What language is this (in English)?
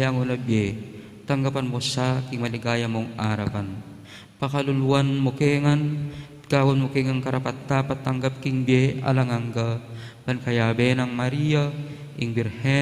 Pampanga